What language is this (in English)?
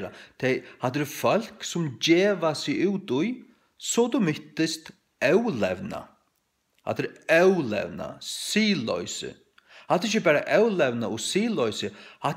Faroese